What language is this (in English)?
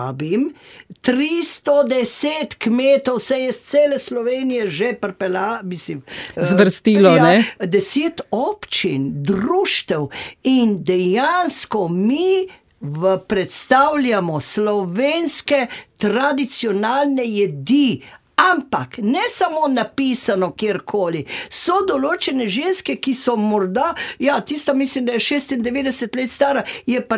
Slovenian